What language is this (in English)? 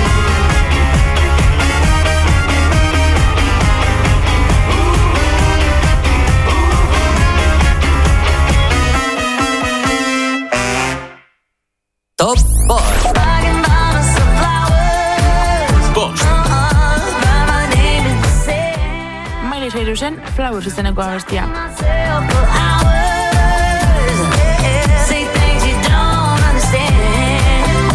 Basque